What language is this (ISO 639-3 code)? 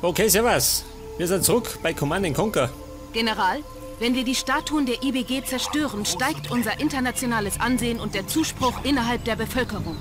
bar